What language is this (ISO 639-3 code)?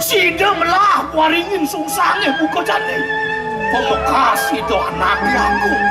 ban